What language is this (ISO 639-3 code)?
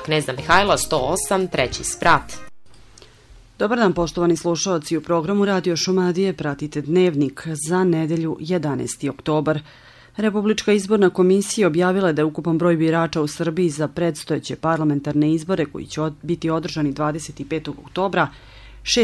srp